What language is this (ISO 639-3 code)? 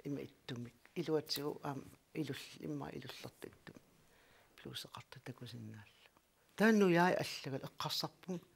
kal